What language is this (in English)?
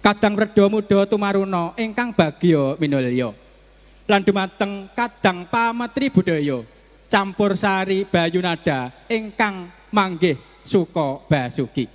Javanese